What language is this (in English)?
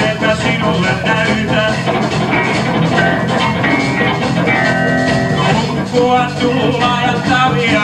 Finnish